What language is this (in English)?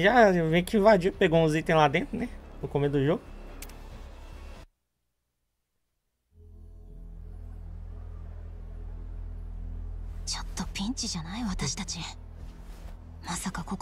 Portuguese